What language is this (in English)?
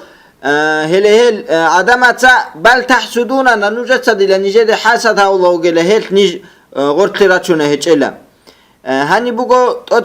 Avaric